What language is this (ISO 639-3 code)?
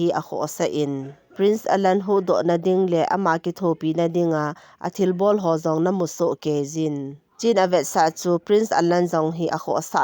tcz